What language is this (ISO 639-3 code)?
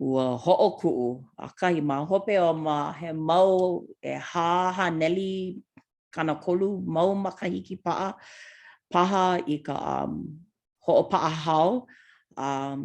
haw